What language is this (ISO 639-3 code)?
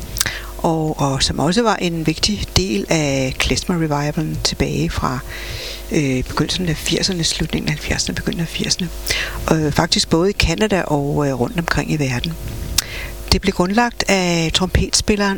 dan